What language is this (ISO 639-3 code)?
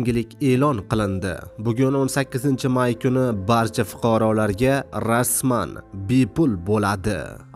uzb